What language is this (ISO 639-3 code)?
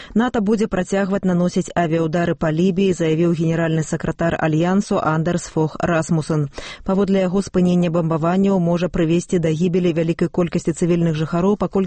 bel